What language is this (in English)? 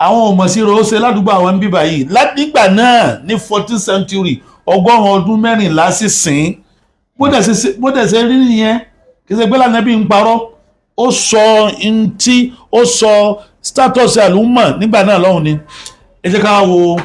Yoruba